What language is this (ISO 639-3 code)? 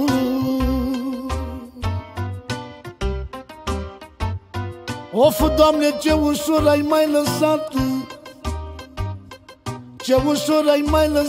ron